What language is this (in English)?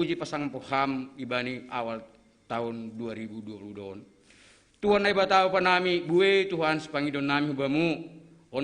Batak Simalungun